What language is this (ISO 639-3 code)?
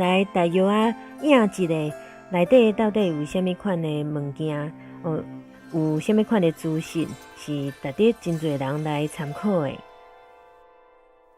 nan